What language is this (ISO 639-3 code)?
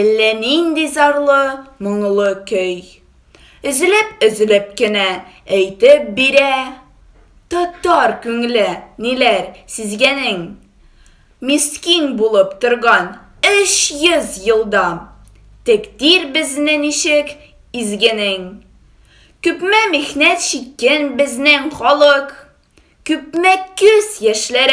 tat